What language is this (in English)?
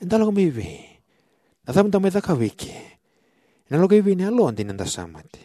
Fijian